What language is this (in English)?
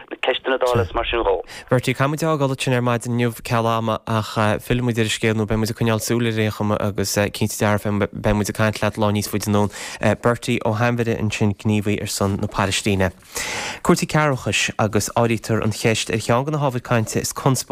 Irish